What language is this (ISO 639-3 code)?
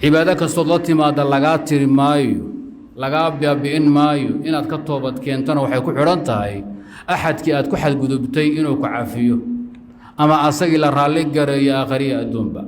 som